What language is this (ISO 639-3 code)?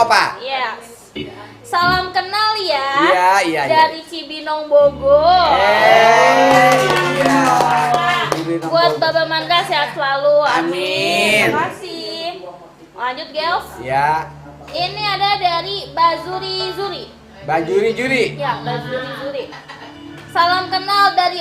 bew